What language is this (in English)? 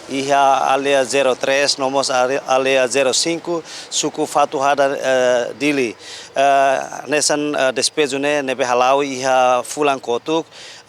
Tetum